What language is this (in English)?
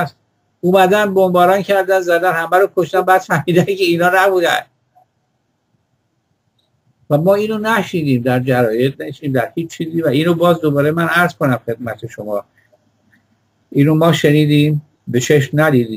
Persian